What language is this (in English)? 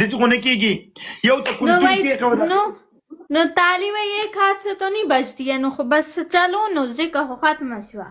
Pashto